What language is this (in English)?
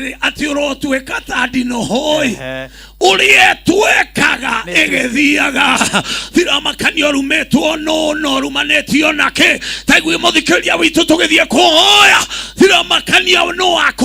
Kikuyu